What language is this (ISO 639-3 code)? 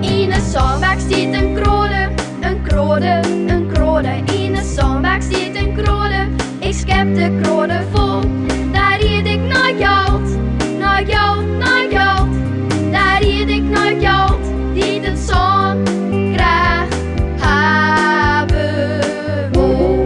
fry